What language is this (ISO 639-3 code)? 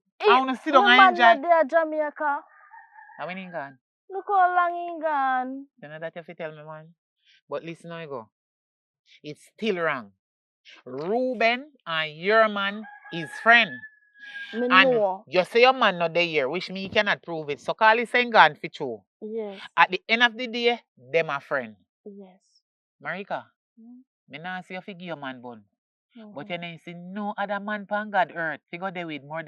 jam